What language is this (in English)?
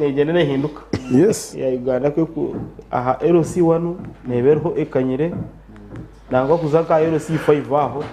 Nyankole